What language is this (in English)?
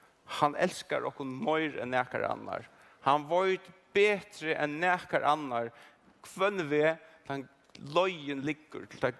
Faroese